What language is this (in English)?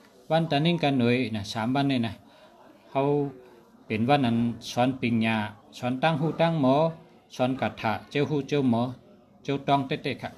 Shan